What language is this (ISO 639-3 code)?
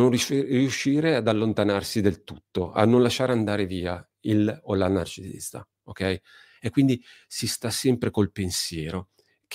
ita